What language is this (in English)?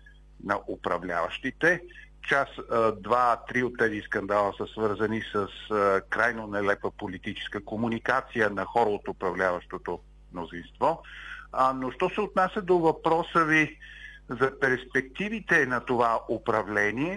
Bulgarian